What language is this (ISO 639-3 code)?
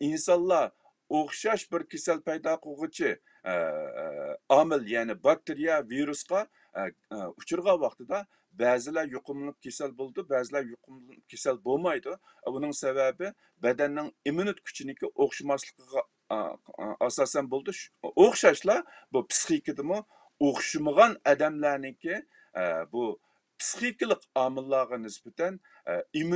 uig